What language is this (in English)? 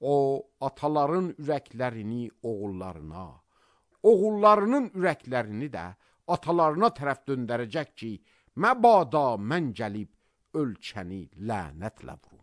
Azerbaijani